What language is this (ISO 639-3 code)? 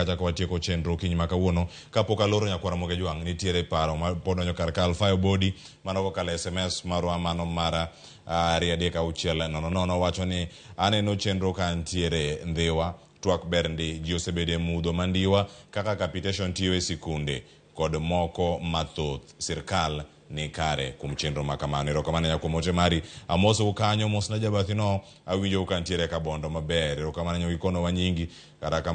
luo